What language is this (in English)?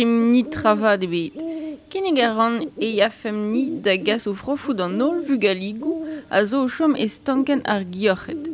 Breton